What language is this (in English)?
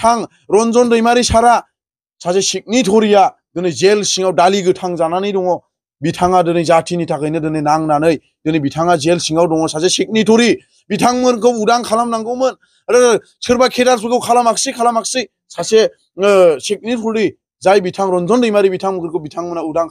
Bodo